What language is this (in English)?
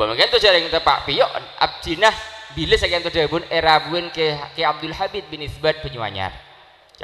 Madurese